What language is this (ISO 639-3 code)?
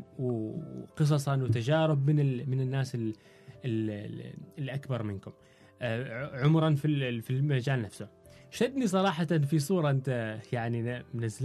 afb